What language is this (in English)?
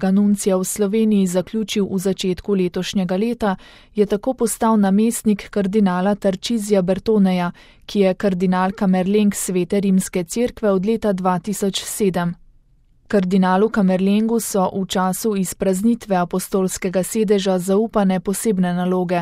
Slovenian